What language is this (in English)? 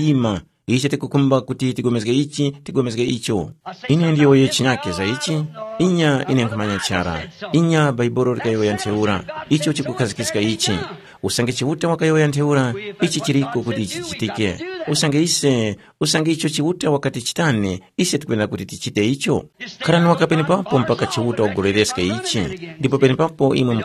Tumbuka